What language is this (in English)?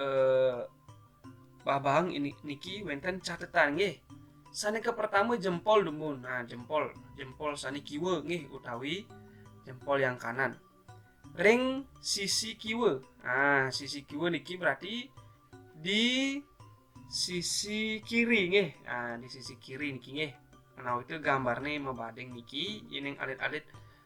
Balinese